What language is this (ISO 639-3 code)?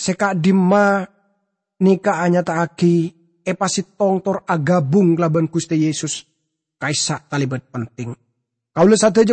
mad